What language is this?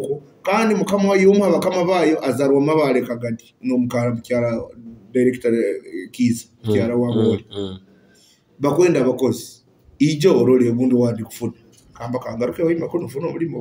Nyoro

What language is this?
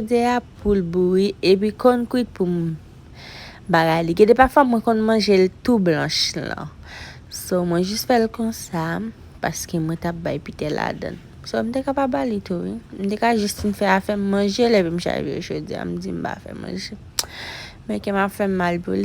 Haitian Creole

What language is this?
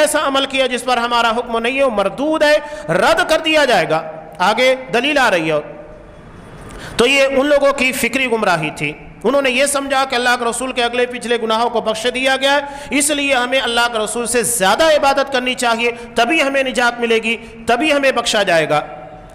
Urdu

